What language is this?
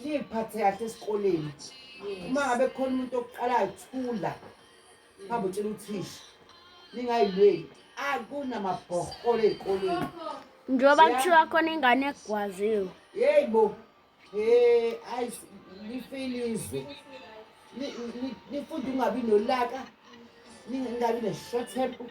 Zulu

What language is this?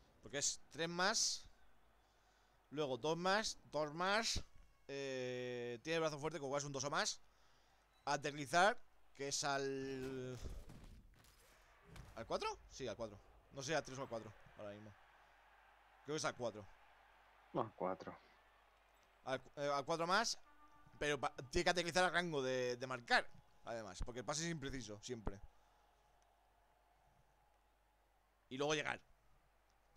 Spanish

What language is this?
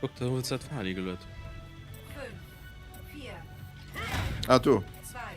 Luxembourgish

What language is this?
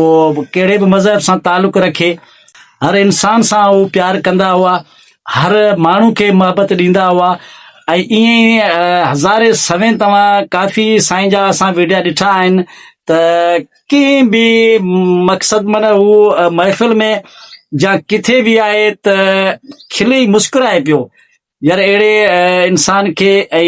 Sindhi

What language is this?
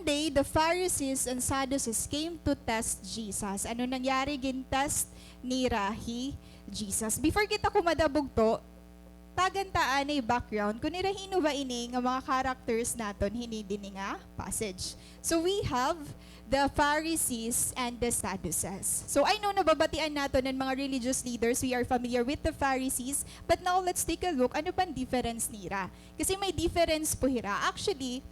Waray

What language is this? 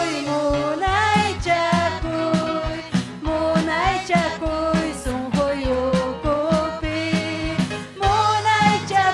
Ayacucho Quechua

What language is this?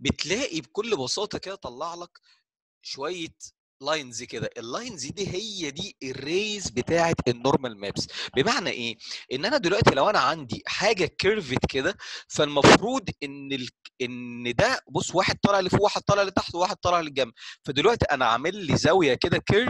Egyptian Arabic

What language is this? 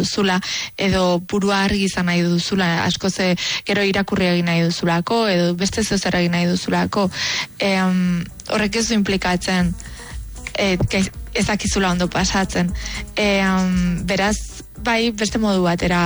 Basque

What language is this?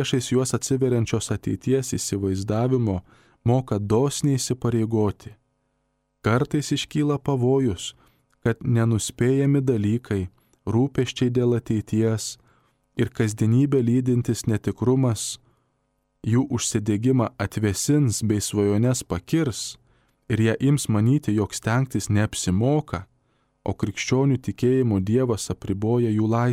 Lithuanian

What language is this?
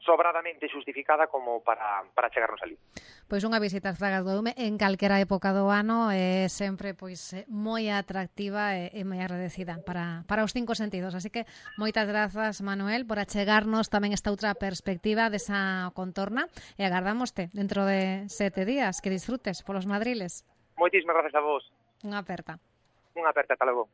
Galician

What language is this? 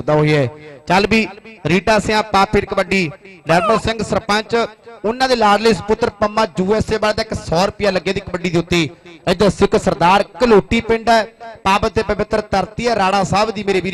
Punjabi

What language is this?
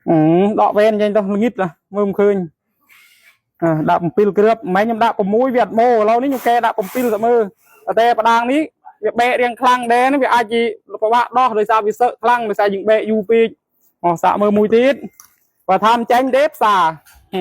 Khmer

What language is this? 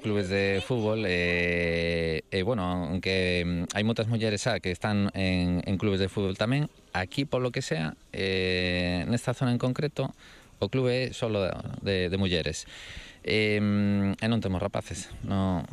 Galician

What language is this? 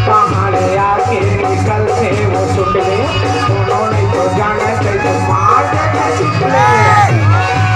Chhattisgarhi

